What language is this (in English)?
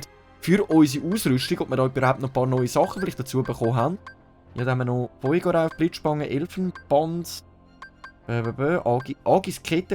Swiss German